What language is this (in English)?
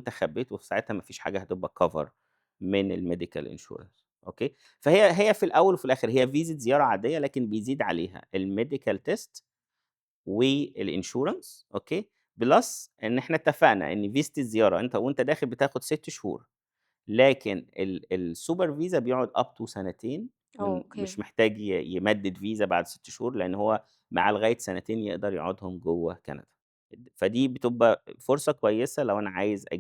Egyptian Arabic